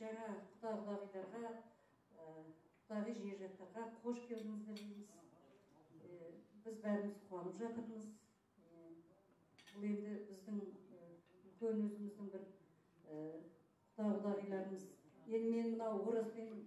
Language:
Kazakh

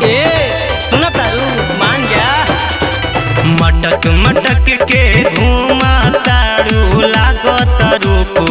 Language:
Bhojpuri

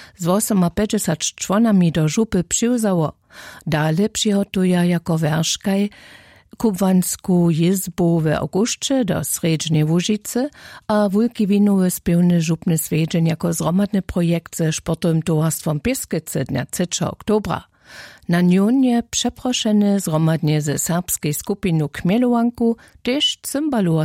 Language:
Upper Sorbian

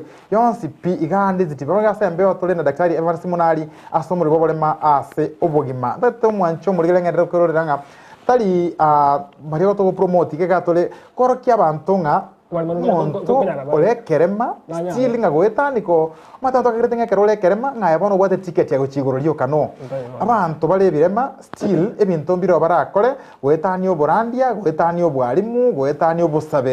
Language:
Gusii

